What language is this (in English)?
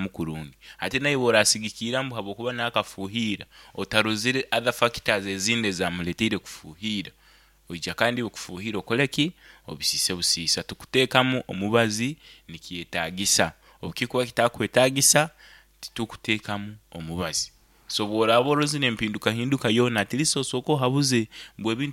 Nyankole